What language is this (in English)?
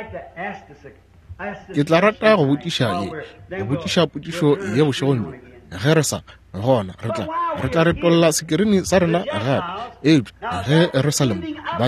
Northern Sotho